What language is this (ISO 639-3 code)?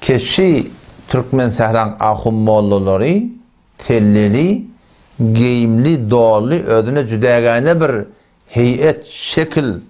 tuk